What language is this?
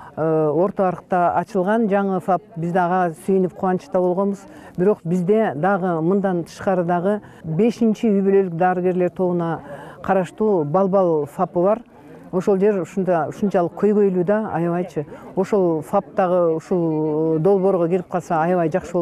Kyrgyz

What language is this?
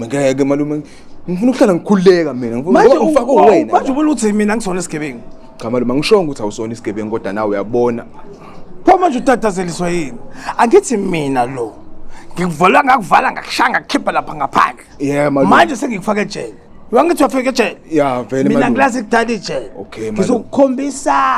Zulu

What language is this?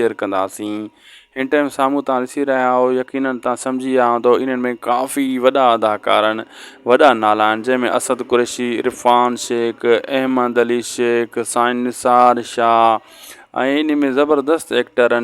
Sindhi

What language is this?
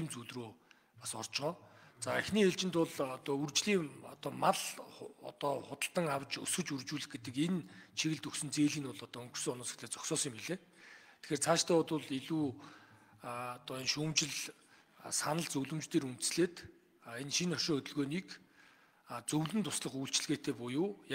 Mongolian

